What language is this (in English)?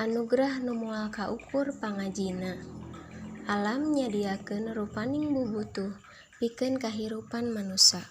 Sundanese